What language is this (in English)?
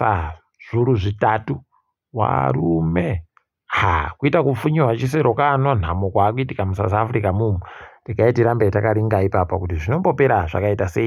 Ndau